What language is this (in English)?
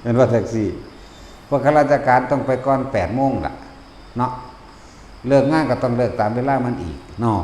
Northeastern Thai